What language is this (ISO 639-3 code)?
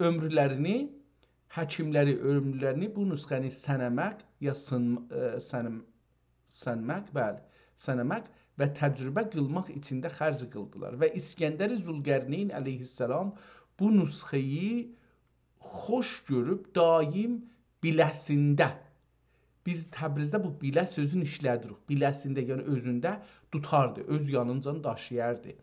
azb